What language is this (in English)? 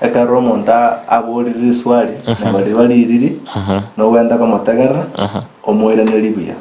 Gusii